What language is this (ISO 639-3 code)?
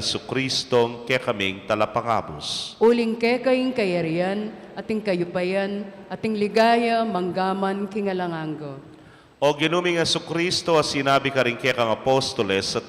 pam